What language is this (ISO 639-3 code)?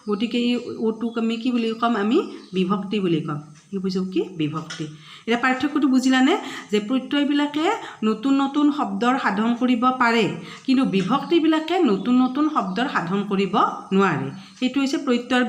asm